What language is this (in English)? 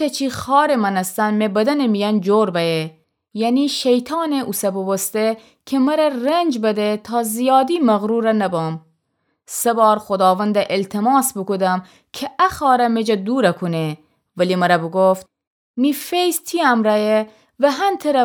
Gilaki